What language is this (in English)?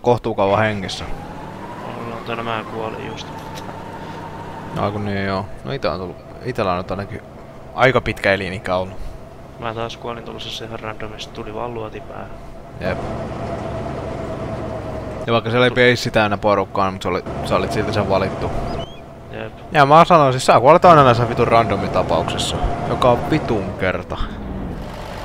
Finnish